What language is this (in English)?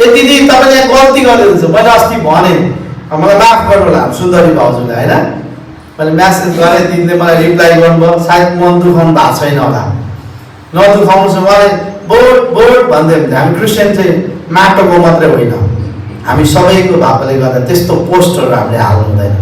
Nepali